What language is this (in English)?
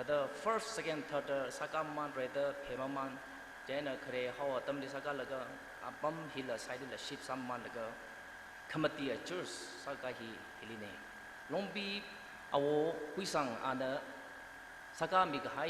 Tangkhul Naga (India)